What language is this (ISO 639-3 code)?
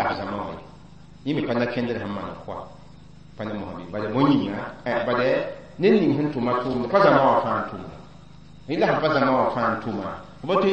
mos